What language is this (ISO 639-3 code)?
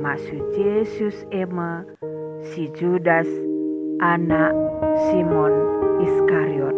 btx